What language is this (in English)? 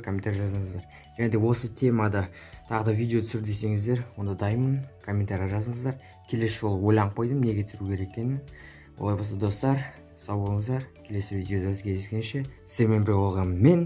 Kazakh